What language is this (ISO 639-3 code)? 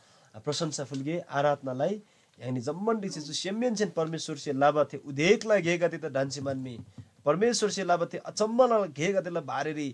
taj